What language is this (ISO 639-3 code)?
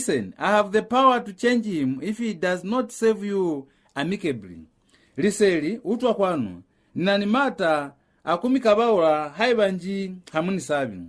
loz